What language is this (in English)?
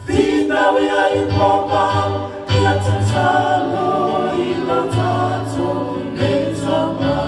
Samoan